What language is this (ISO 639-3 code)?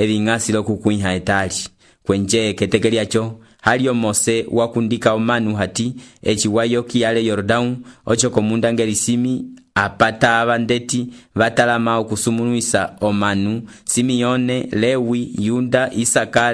umb